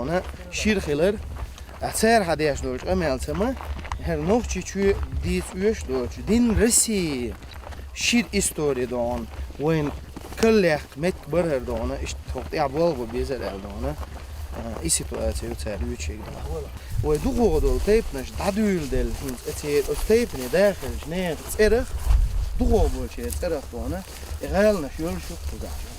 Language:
Chechen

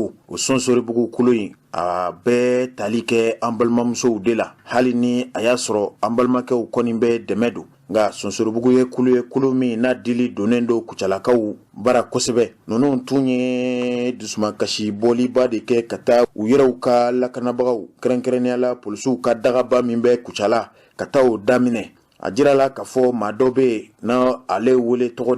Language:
Bambara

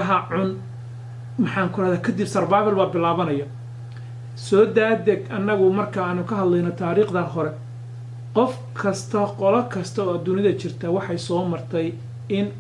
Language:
Somali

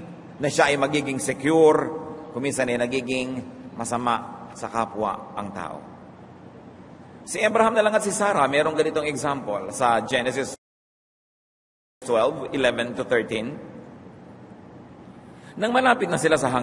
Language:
Filipino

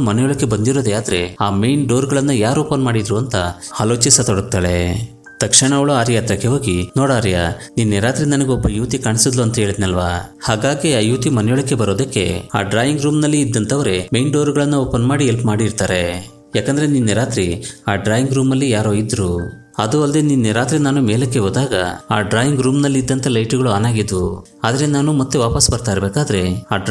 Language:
Kannada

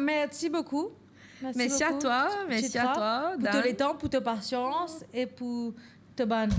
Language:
Morisyen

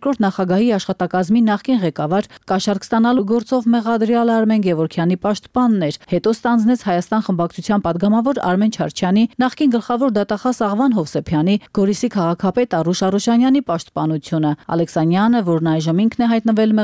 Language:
Armenian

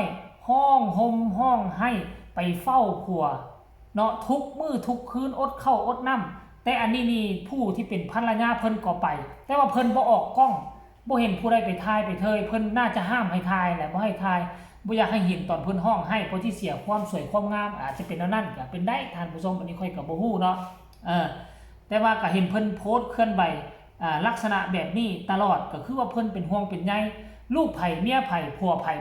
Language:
Northeastern Thai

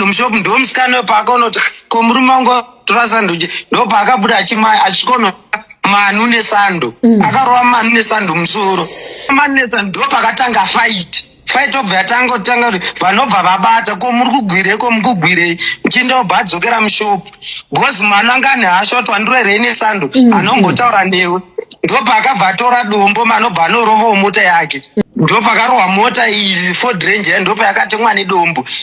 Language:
Shona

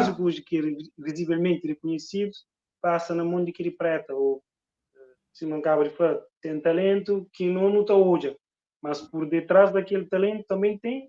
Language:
Kabuverdianu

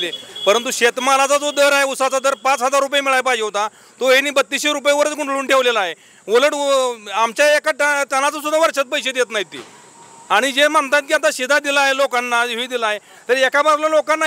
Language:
Marathi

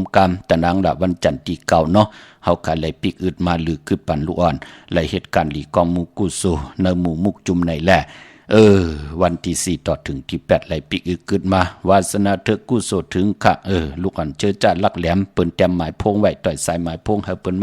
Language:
Shan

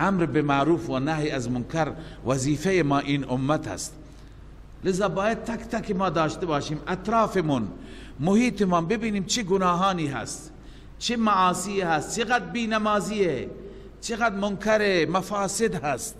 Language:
Persian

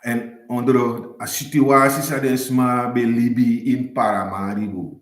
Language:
Sranan Tongo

